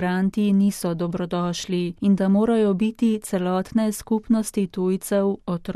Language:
Slovenian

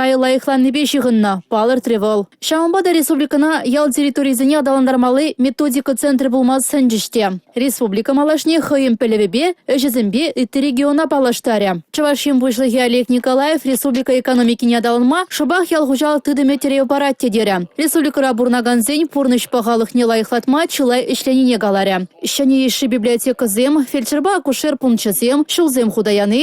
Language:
Chuvash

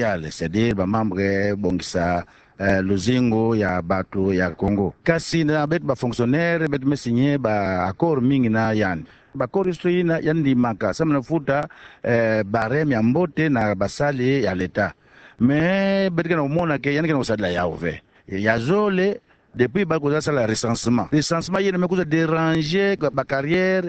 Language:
Kituba (Democratic Republic of Congo)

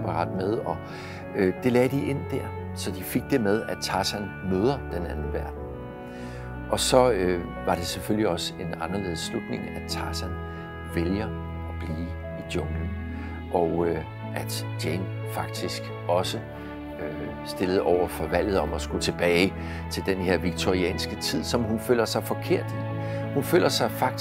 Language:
Danish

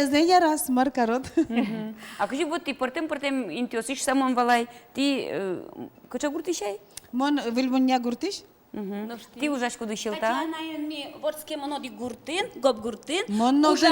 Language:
Udmurt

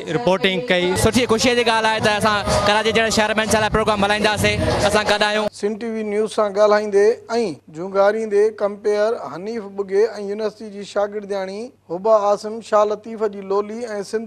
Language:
Sindhi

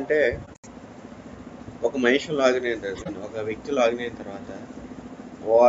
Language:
Telugu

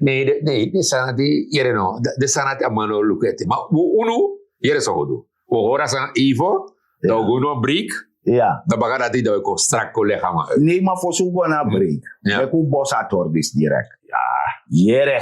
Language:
Sranan Tongo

